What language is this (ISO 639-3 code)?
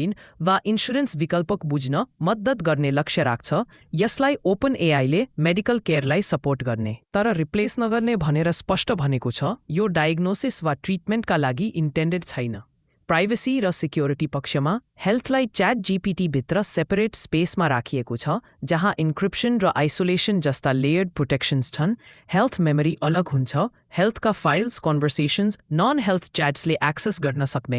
nep